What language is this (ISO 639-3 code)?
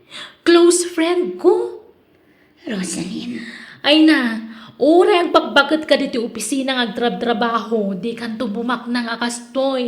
ilo